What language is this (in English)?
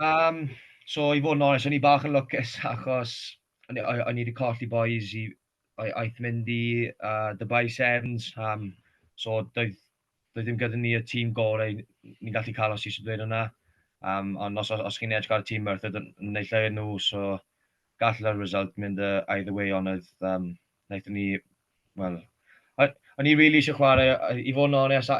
Welsh